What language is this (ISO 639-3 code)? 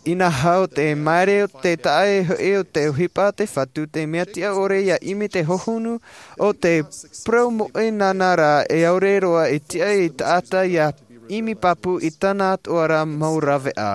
tah